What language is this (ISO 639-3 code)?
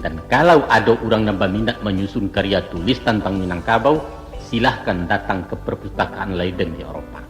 min